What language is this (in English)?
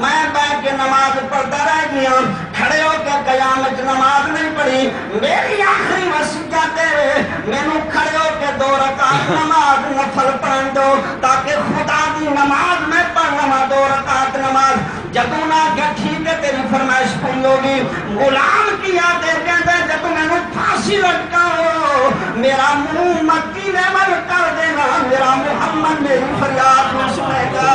Saraiki